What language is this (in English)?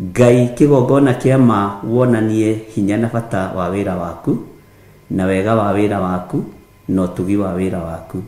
Kikuyu